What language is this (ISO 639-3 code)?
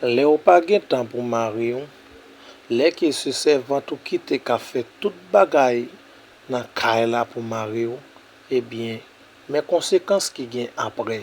hat